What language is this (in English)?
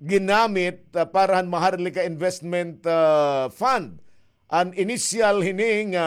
Waray